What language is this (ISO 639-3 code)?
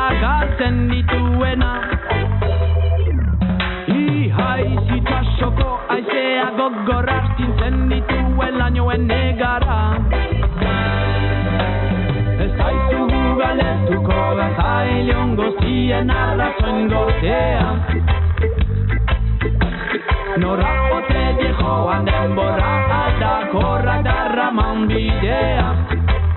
eus